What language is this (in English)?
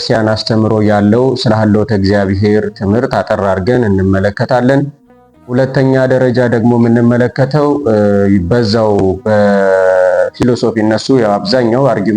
Amharic